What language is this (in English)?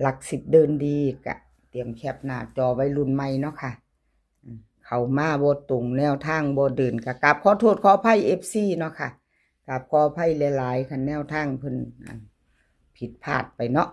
Northeastern Thai